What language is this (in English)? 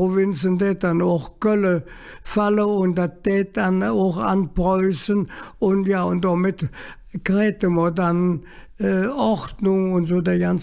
Colognian